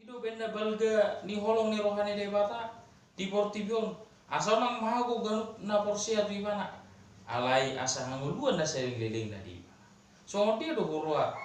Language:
Batak Toba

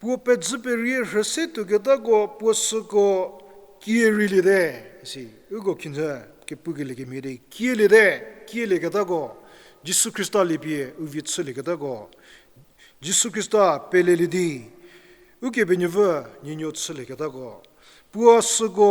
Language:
Angami Naga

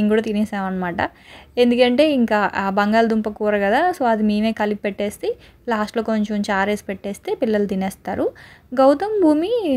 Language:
Telugu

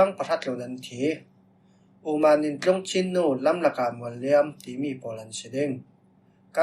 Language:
Falam Chin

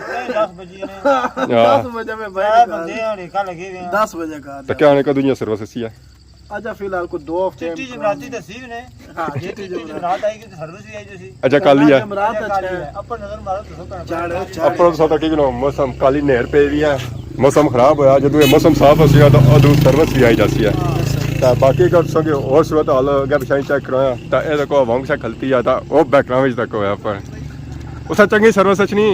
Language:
Pahari-Potwari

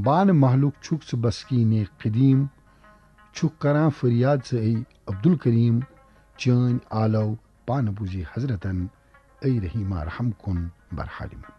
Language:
Kashmiri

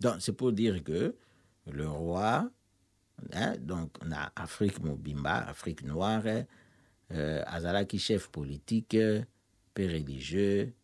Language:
Lingala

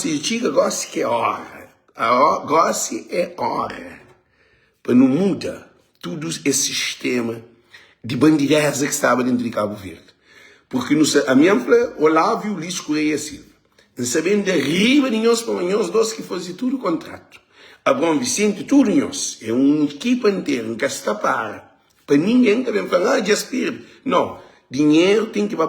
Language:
Kabuverdianu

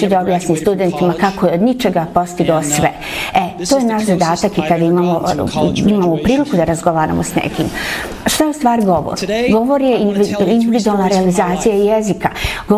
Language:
Bosnian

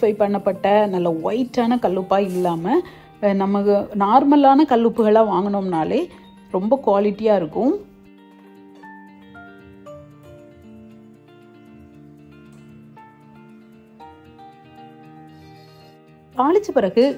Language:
Tamil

